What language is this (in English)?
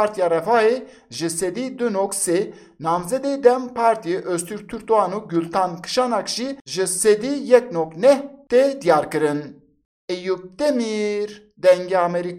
Kurdish